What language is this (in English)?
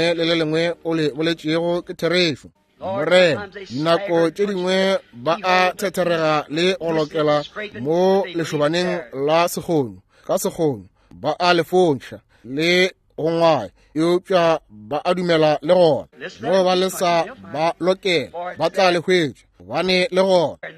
Northern Sotho